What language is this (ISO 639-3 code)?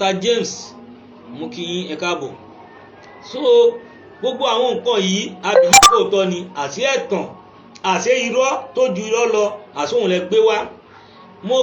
yor